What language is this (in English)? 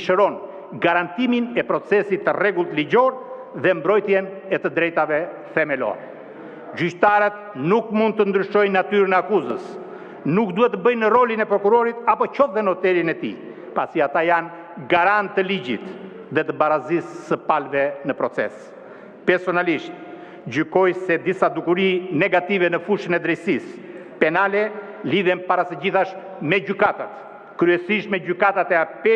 Albanian